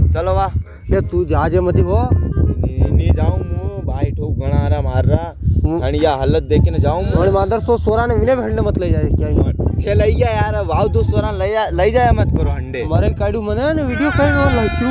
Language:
Rajasthani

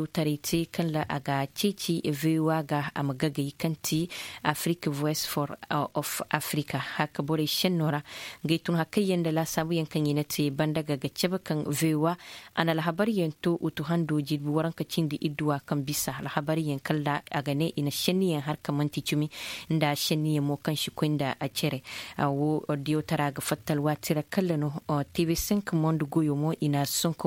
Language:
Zarma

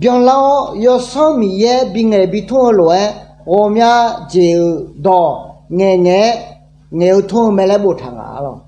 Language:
Akha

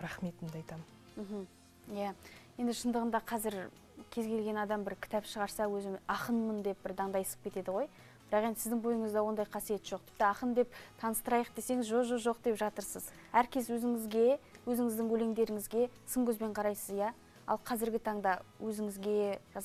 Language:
Kazakh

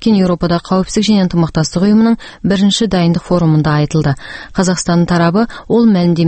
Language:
Kazakh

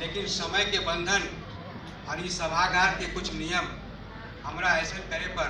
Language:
Magahi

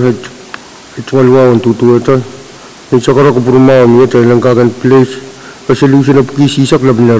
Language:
Pohnpeian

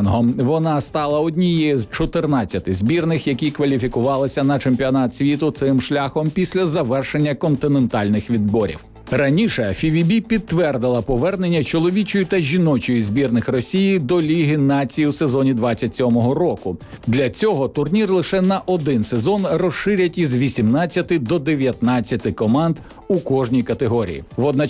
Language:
Ukrainian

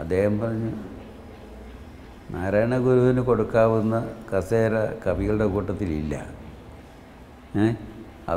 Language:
Malayalam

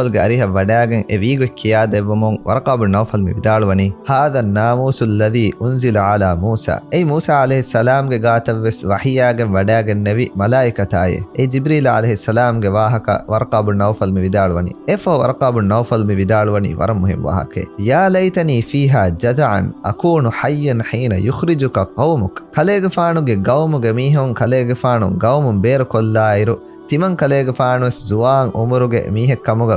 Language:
Divehi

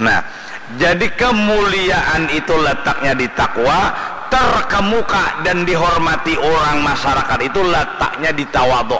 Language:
Banjar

